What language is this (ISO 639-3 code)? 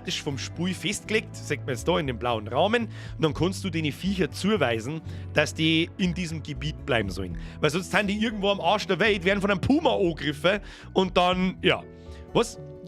bar